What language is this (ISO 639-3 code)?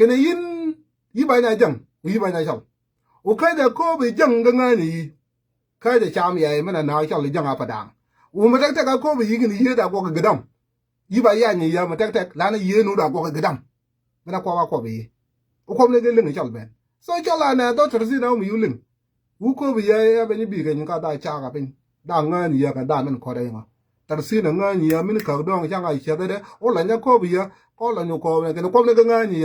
nus